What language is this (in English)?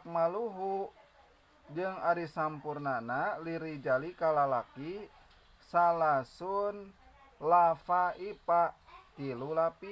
Sundanese